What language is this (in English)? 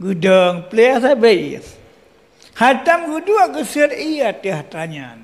Achinese